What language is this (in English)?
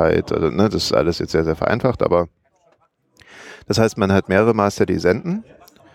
German